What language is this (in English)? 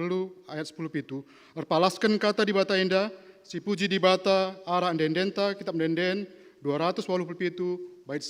Batak Karo